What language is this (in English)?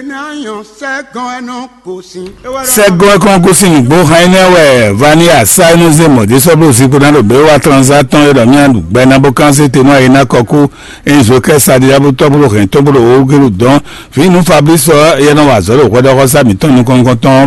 Fon